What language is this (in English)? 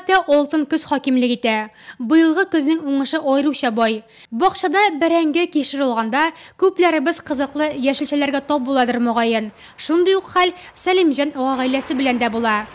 Tatar